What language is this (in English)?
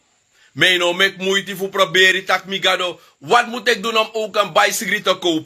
Sranan Tongo